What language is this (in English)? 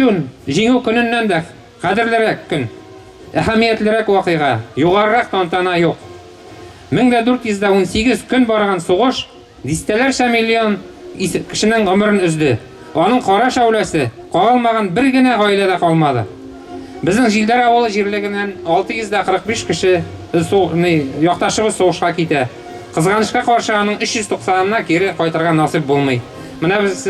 Bashkir